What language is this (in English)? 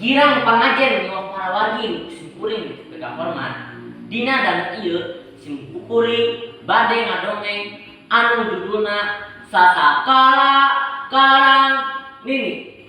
Sundanese